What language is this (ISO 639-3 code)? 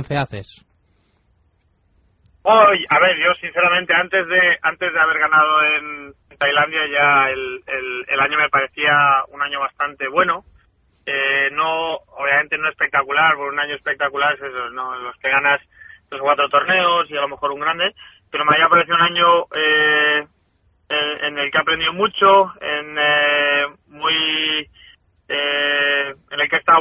spa